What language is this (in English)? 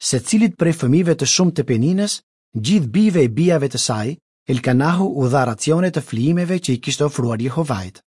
Albanian